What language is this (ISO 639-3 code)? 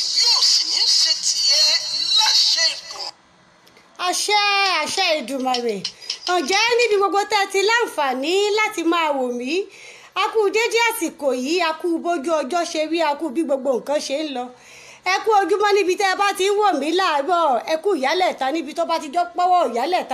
yor